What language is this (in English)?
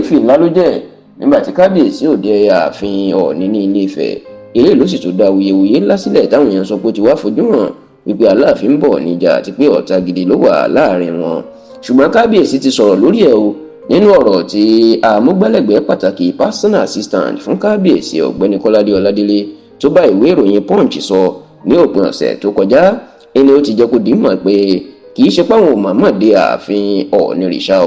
Yoruba